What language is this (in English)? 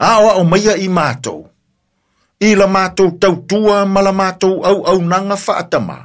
Samoan